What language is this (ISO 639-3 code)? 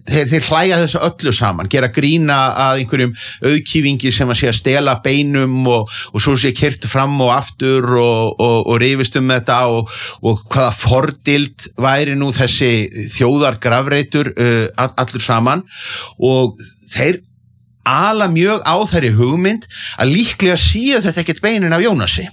isl